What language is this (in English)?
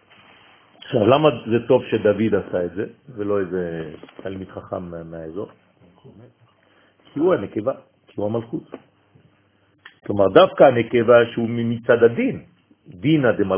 Hebrew